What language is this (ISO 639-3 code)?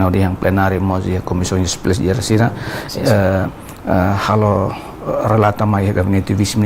tet